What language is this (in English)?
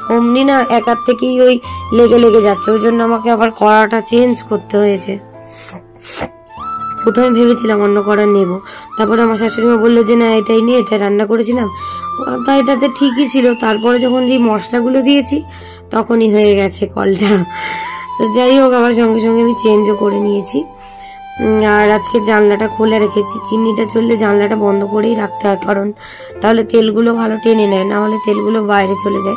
Bangla